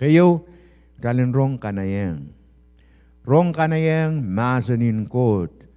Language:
Pohnpeian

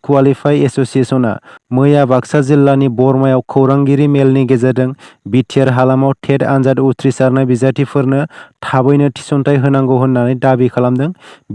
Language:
Bodo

